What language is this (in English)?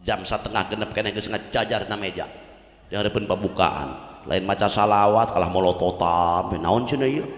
Sundanese